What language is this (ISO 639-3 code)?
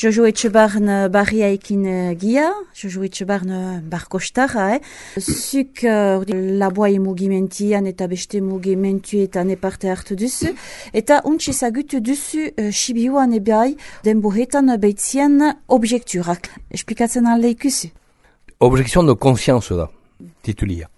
eus